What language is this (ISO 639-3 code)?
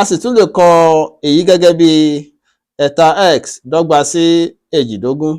yor